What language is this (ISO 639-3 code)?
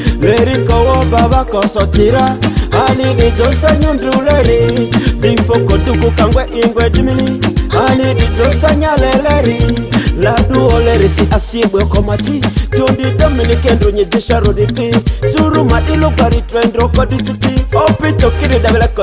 mhi